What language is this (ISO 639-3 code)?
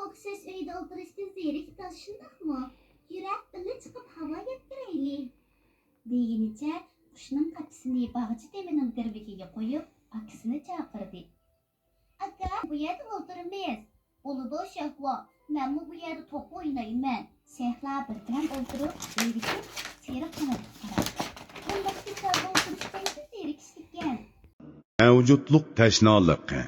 uig